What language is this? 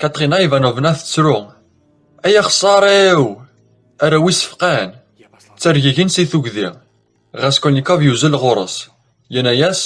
Kabyle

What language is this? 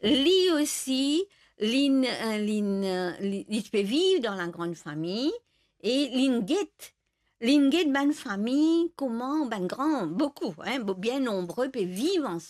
Morisyen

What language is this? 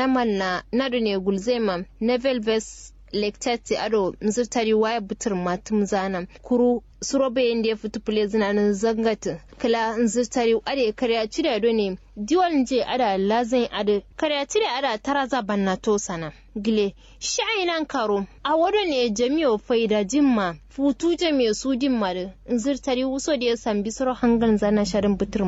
Kanuri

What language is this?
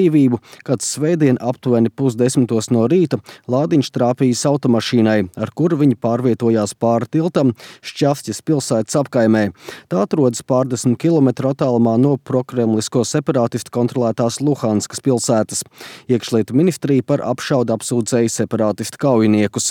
Latvian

